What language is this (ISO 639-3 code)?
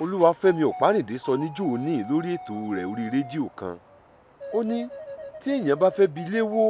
yor